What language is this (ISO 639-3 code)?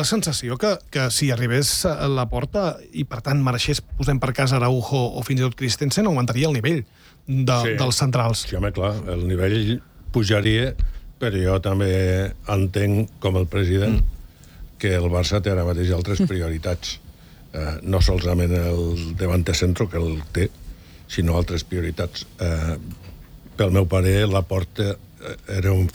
cat